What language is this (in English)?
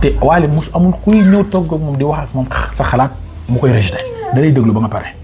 Wolof